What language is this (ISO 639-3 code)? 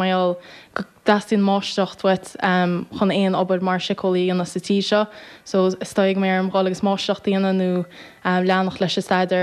gle